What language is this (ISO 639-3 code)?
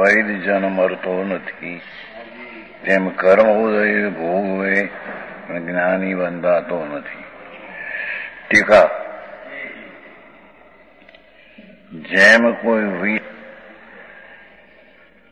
guj